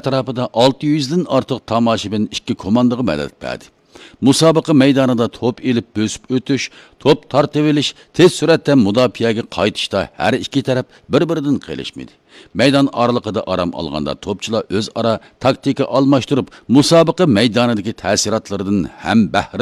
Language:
Uyghur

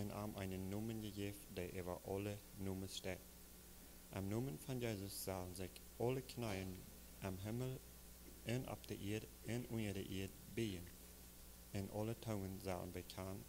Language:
Plautdietsch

